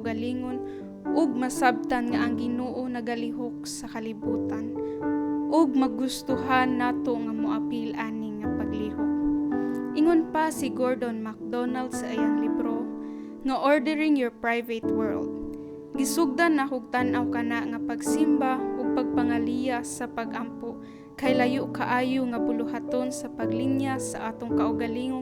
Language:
Cebuano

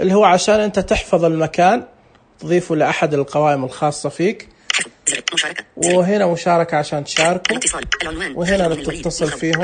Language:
Najdi Arabic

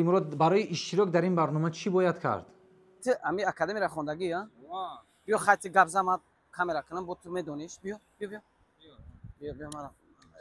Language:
Tajik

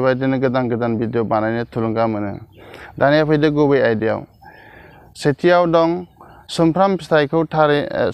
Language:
Bodo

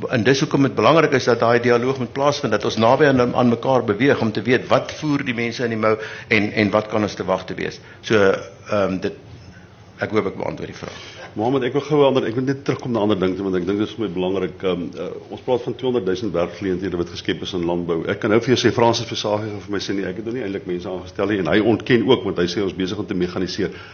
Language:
Afrikaans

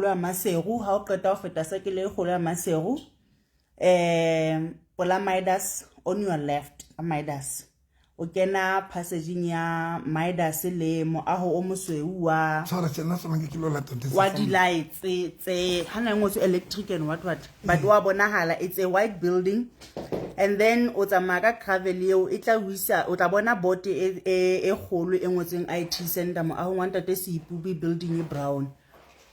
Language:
Southern Sotho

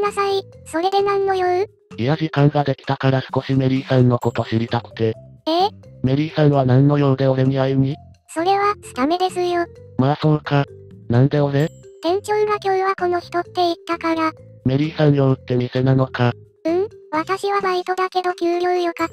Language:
Japanese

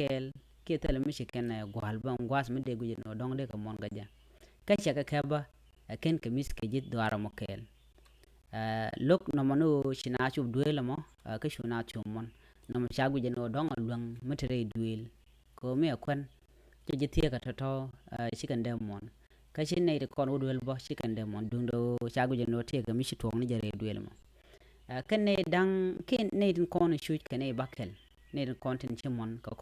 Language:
Nuer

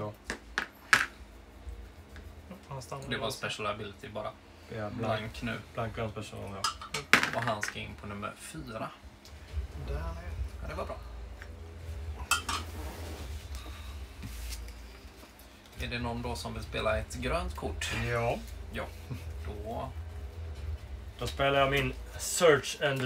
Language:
Swedish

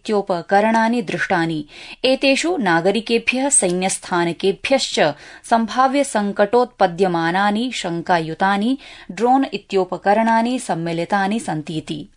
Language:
Sanskrit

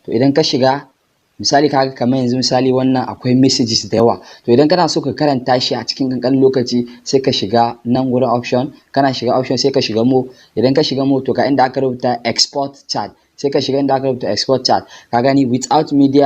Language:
Hausa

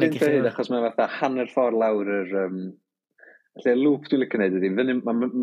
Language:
Welsh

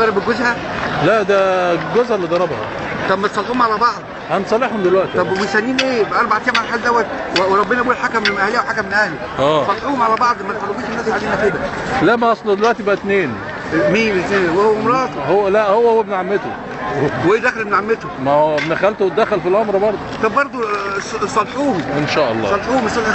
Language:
Egyptian Arabic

